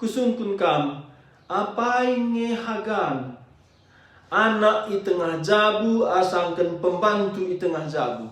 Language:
Batak Karo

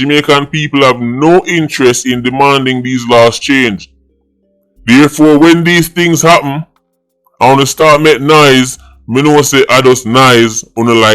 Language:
Jamaican Creole English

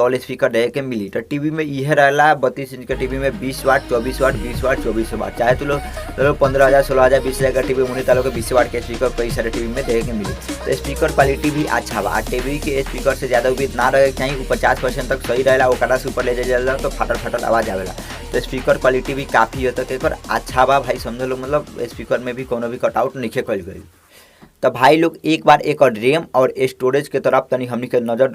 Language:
Bhojpuri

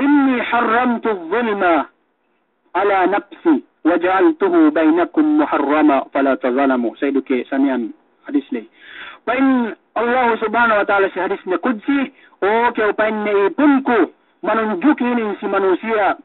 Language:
Yakan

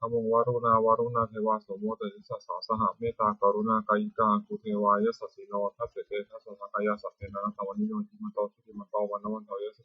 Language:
Pali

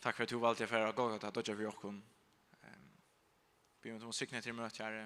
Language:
Faroese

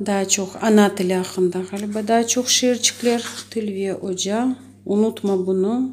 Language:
Crimean Tatar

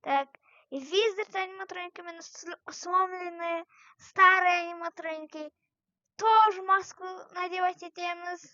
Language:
Kazakh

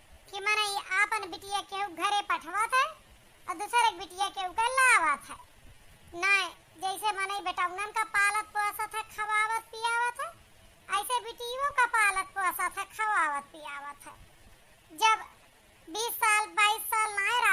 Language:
Awadhi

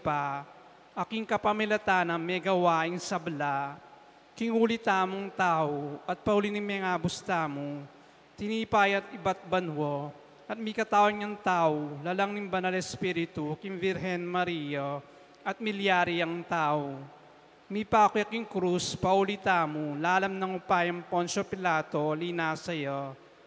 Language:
Pampanga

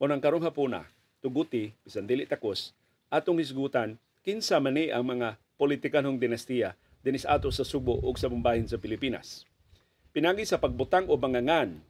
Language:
Cebuano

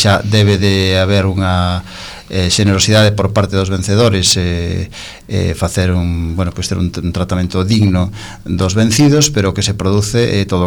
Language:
Galician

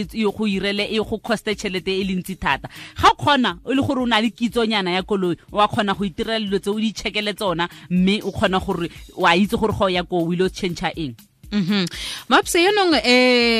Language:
Tswana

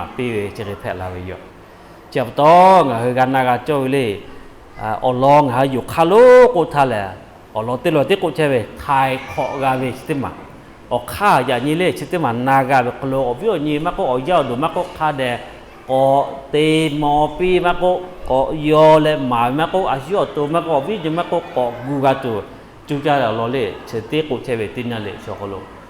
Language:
Lahu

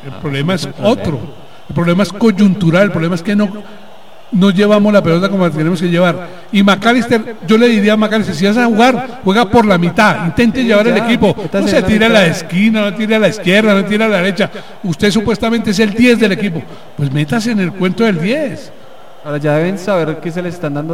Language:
Spanish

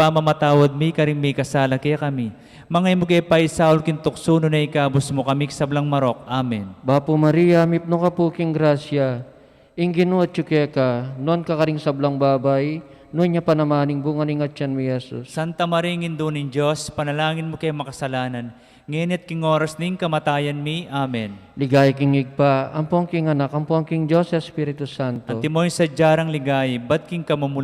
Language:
Pampanga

